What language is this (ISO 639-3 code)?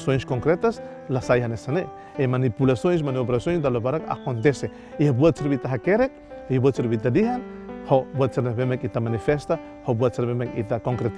tet